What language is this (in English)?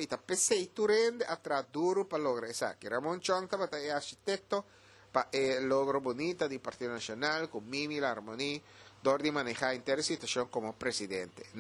Papiamento